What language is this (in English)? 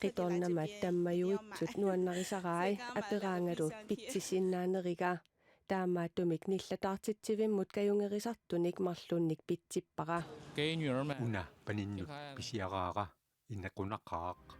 Kalaallisut